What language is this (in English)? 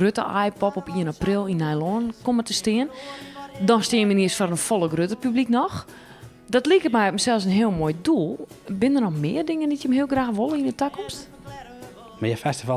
Western Frisian